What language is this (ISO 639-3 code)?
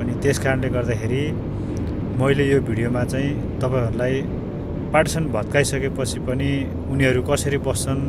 nep